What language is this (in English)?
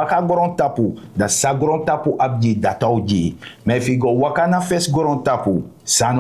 Sranan Tongo